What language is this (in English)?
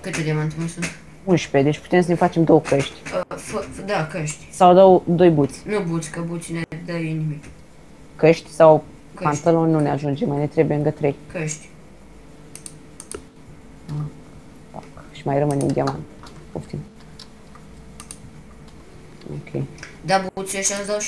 Romanian